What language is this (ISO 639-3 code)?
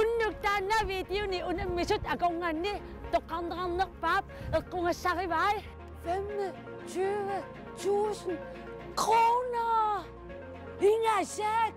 kal